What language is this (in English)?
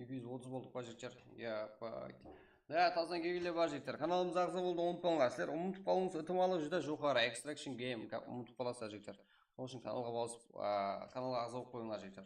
Kara-Kalpak